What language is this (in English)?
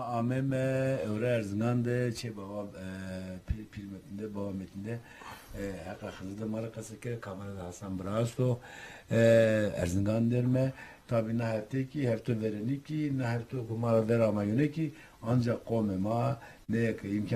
Zaza